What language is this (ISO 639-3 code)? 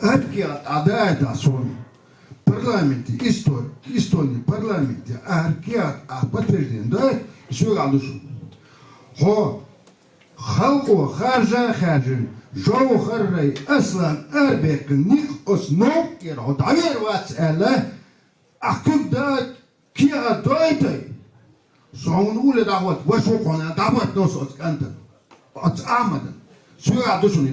che